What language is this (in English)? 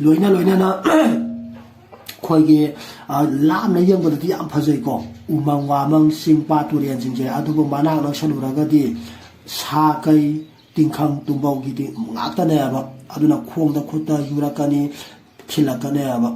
Manipuri